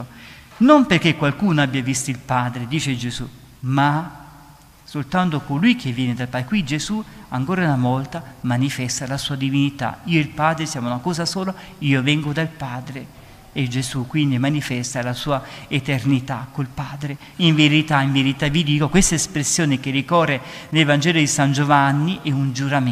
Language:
Italian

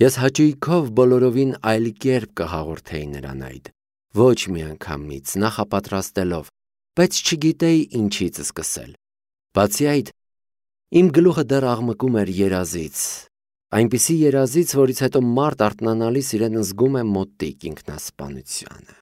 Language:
Armenian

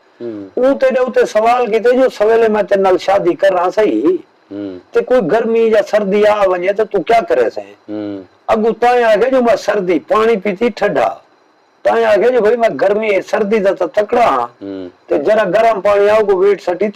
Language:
Saraiki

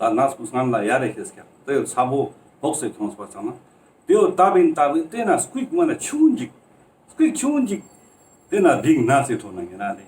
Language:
Ladakhi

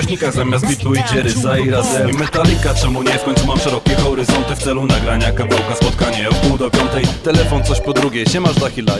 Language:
Polish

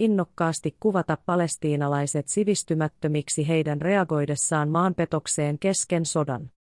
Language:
Finnish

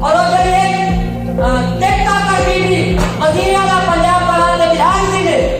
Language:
Saraiki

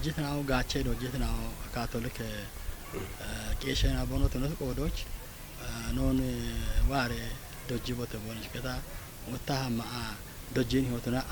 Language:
Kafa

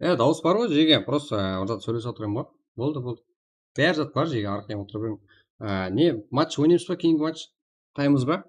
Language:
Kara-Kalpak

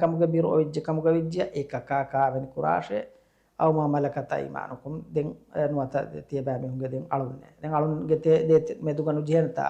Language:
Divehi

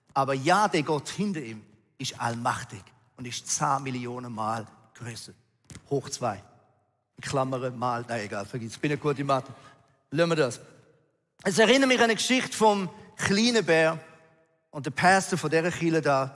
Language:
Swiss German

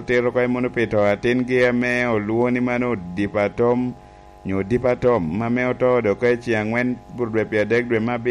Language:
Lango (Uganda)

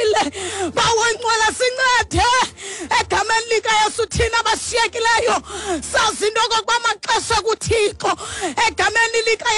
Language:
Xhosa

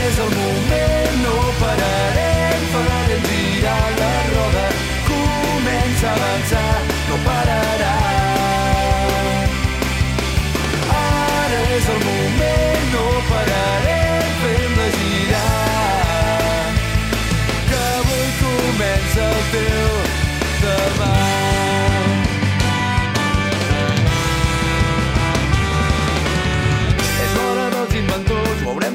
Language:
Catalan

